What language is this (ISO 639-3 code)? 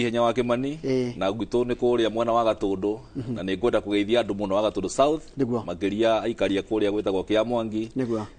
kik